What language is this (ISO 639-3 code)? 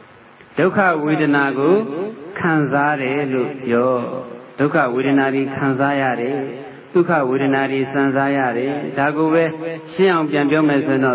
mya